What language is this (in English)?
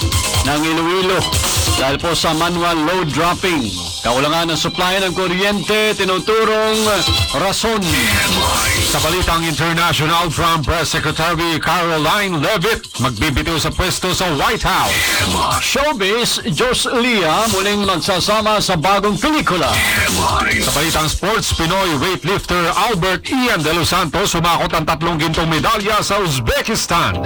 Filipino